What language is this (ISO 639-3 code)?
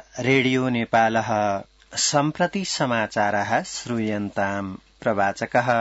san